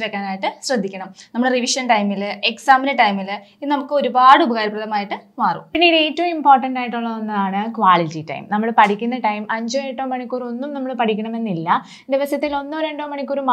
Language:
Malayalam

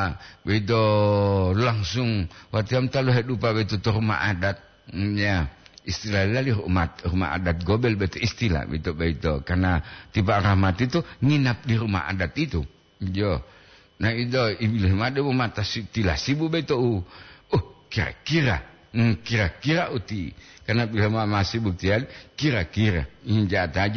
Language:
Gorontalo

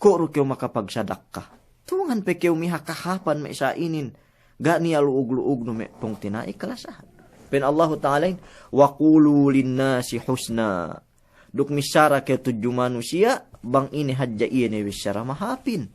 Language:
Yakan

